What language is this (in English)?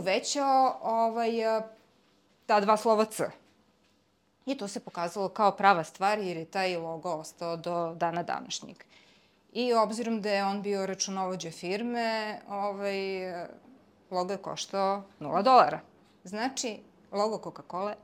Serbian